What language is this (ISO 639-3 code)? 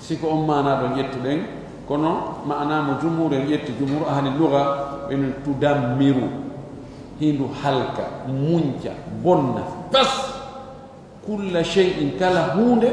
ful